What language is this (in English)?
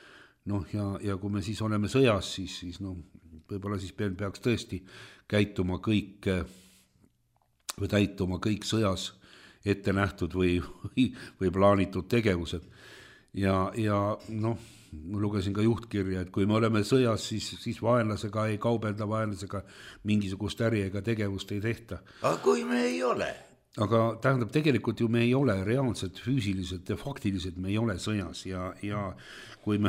Estonian